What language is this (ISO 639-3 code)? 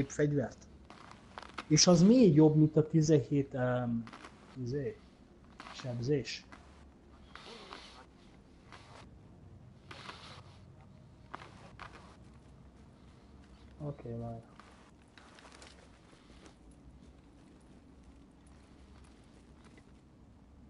hun